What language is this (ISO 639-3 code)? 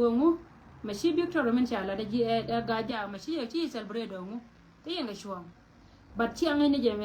nus